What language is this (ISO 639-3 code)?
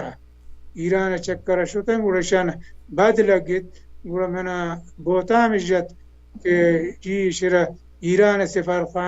bal